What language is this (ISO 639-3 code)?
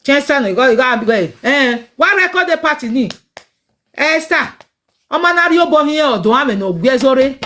pcm